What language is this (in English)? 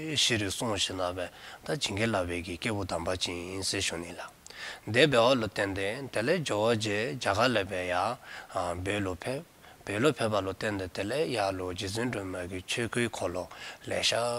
Dzongkha